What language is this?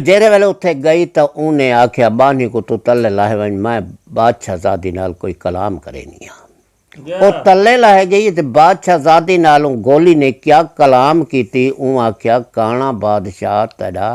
Saraiki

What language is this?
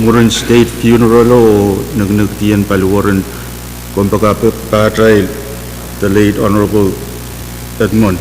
Pohnpeian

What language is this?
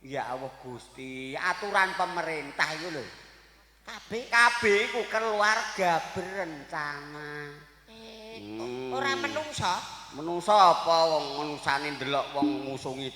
Javanese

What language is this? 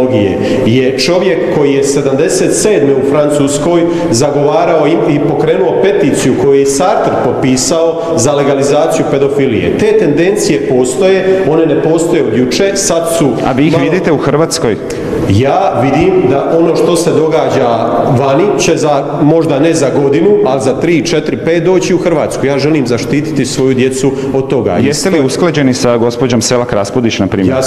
Croatian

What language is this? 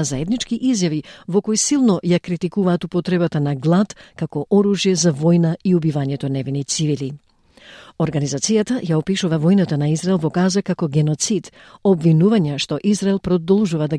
Macedonian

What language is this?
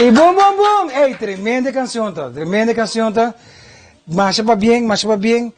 Papiamento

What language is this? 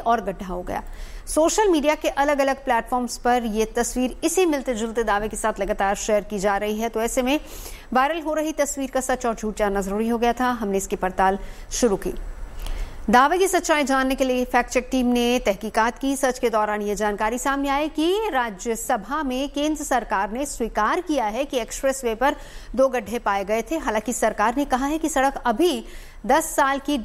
Hindi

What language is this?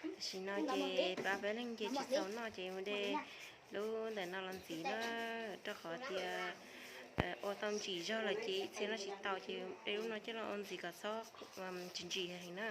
Hmong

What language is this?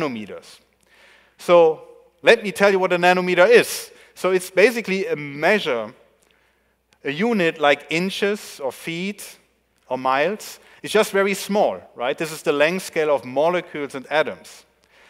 English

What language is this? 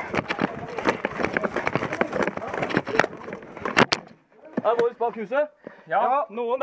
Norwegian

